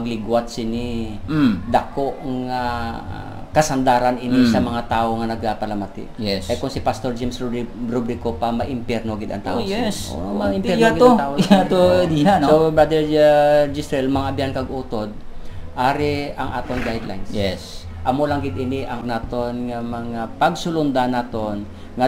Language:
Hiligaynon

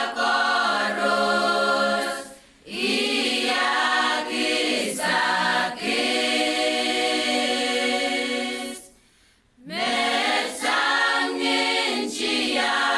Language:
Pohnpeian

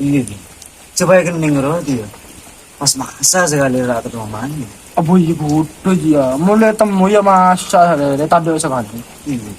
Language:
Madurese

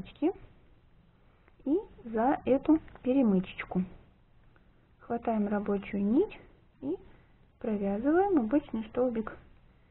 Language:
Russian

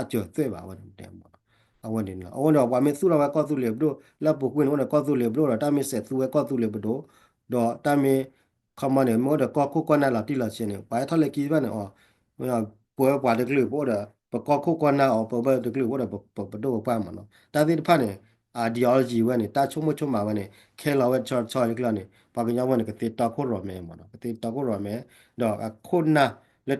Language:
S'gaw Karen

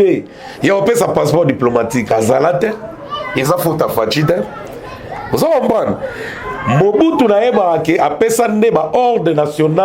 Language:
Lingala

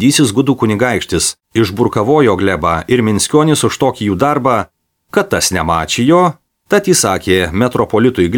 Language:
Lithuanian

